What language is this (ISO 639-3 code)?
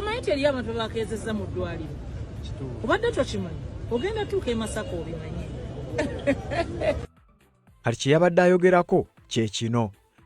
lug